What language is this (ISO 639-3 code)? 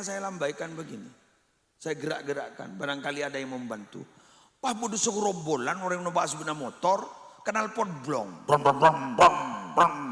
mad